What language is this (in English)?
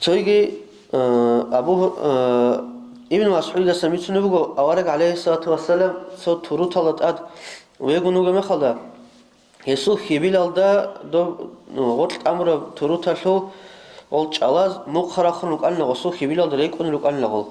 Avaric